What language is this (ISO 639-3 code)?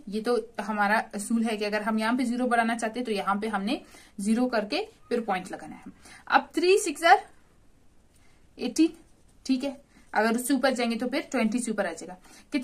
hin